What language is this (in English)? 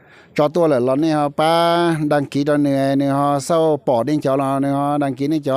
Hmong